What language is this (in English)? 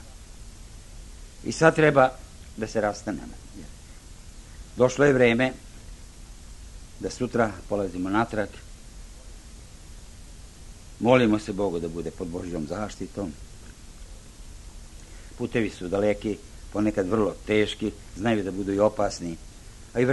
Serbian